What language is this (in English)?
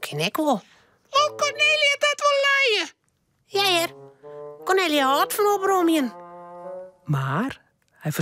Western Frisian